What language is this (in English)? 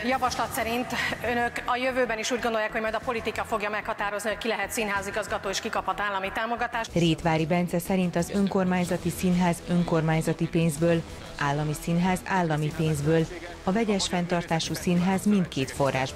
Hungarian